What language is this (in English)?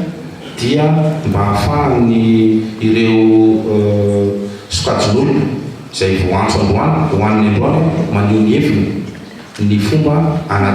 Malagasy